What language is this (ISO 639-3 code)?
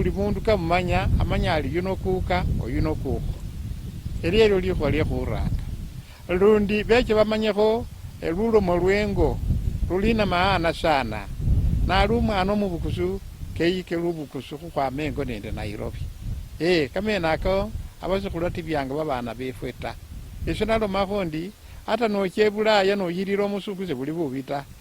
luy